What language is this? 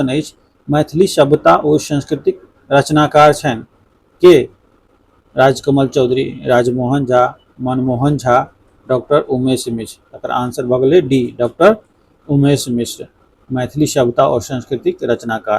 Maithili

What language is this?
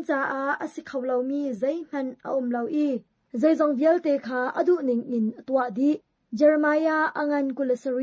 Hakha Chin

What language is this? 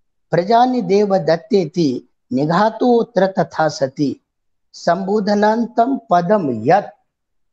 Sanskrit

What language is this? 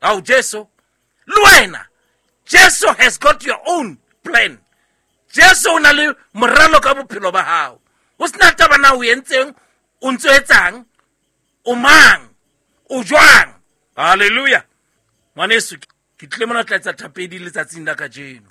Southern Sotho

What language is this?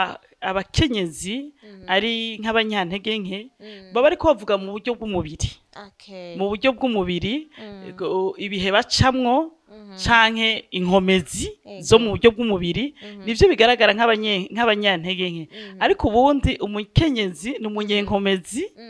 Rundi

